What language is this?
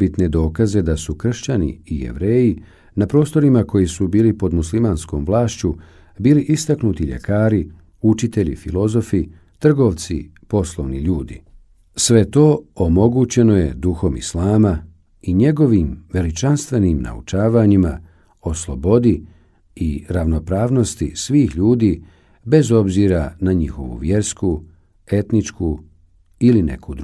Bosnian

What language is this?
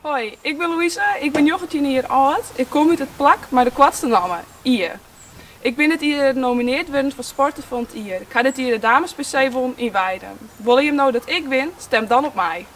Western Frisian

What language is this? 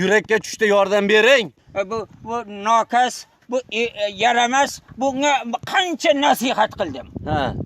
Uzbek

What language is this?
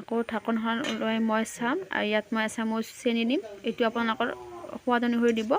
Assamese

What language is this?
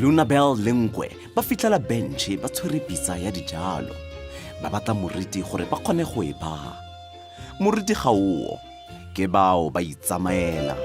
Tswana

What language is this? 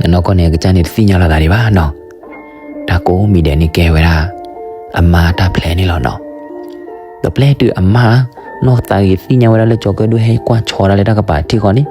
S'gaw Karen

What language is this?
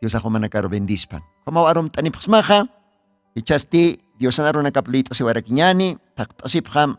Aymara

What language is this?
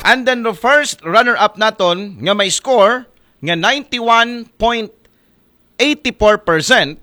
Aklanon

